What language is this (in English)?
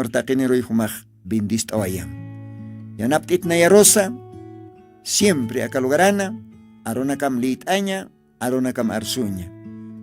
Aymara